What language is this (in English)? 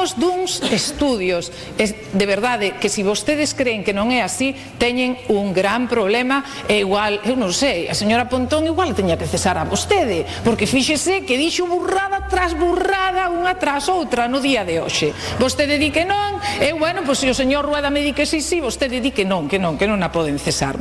Galician